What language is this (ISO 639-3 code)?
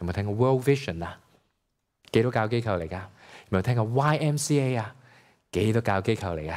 yue